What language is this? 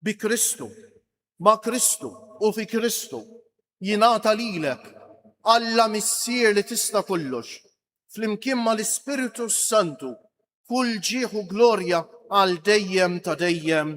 Maltese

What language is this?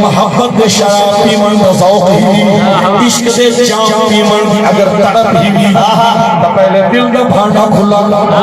Saraiki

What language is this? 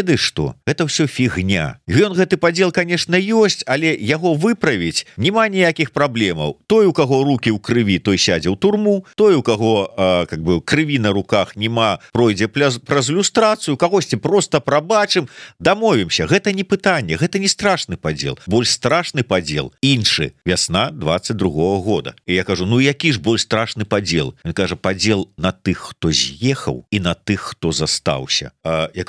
Belarusian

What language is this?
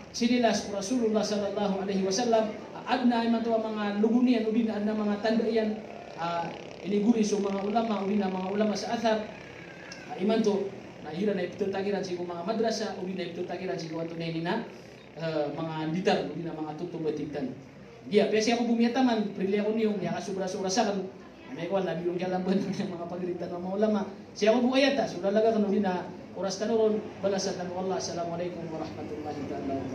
Maranao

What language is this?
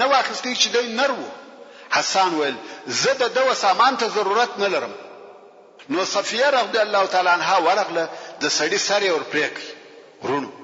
Pashto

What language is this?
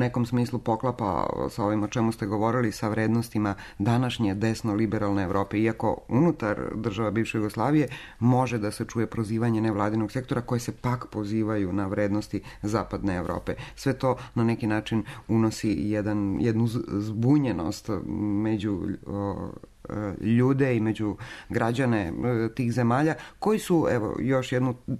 Serbian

